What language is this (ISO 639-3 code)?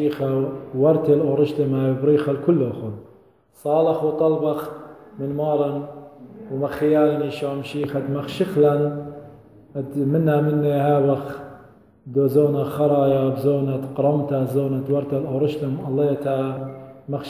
aii